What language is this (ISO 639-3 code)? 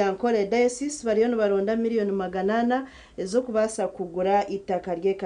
nyn